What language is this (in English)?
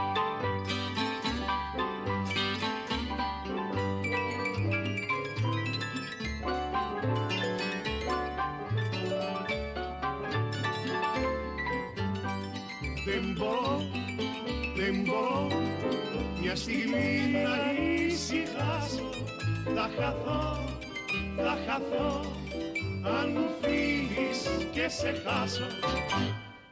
Greek